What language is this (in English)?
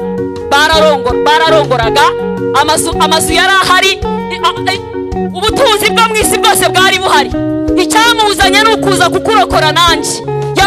Kinyarwanda